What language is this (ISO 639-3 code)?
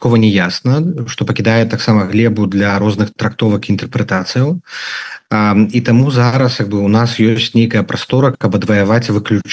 bel